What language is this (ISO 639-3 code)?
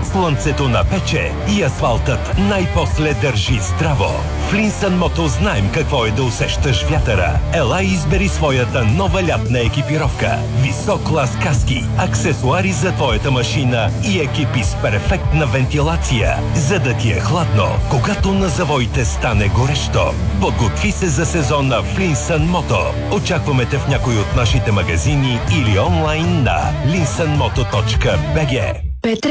bul